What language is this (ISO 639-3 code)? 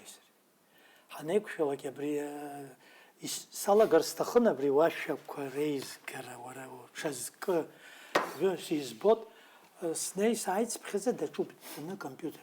abk